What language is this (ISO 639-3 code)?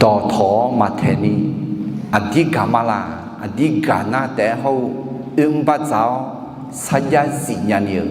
ahk